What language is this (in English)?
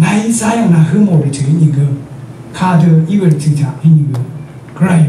Rawang